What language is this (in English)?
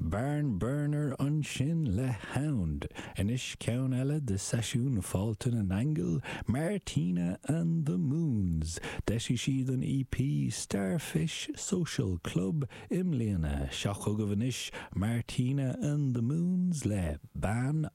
Irish